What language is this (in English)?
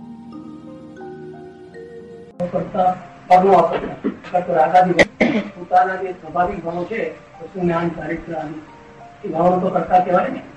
Gujarati